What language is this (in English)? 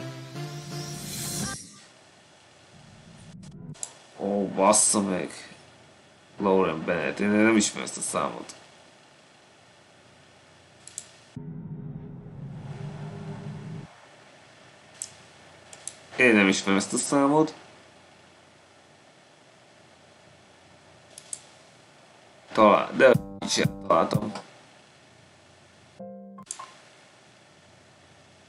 Hungarian